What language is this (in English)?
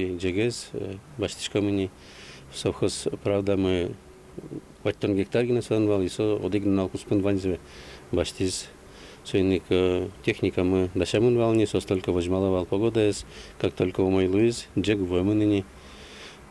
Udmurt